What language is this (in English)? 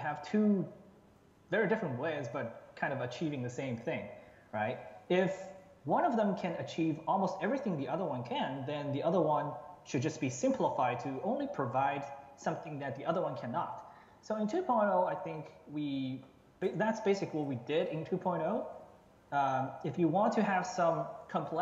English